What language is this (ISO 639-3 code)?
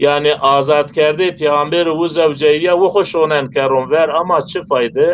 zza